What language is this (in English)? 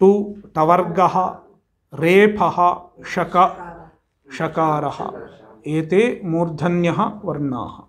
Sanskrit